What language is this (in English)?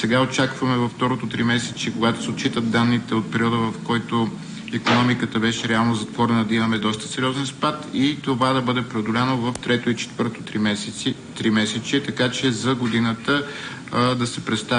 Bulgarian